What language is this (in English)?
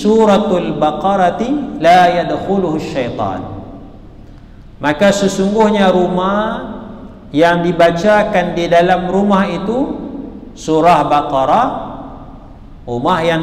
Malay